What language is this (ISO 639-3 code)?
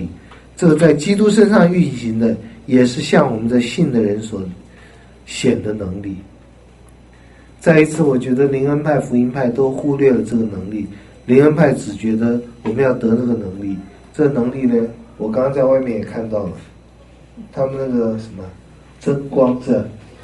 zho